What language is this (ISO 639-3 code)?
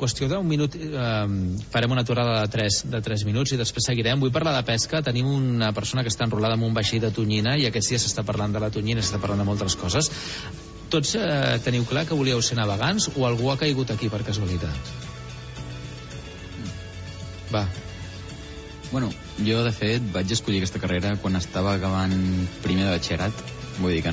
cat